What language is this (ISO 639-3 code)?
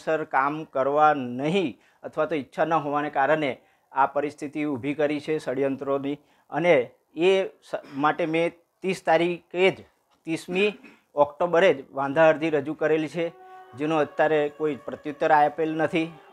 guj